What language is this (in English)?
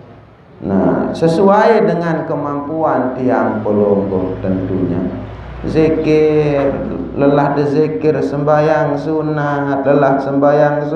Sasak